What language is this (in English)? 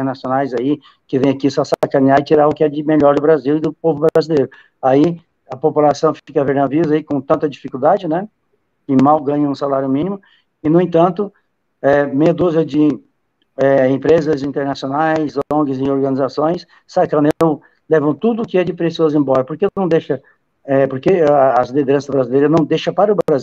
Portuguese